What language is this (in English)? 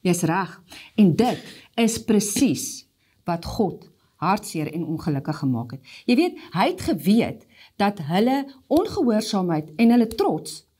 Afrikaans